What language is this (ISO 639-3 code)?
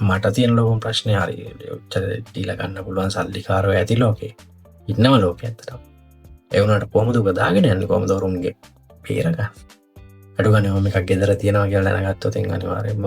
sin